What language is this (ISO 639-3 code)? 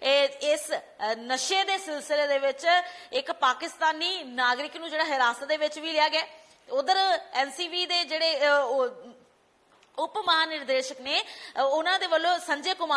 pan